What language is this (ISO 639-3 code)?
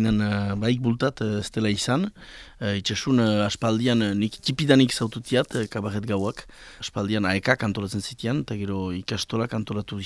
eus